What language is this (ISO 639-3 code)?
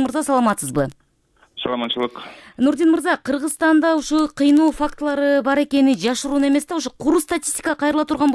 kir